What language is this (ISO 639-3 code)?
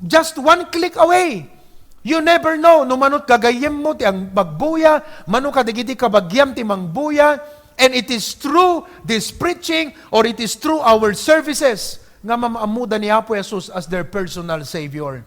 ilo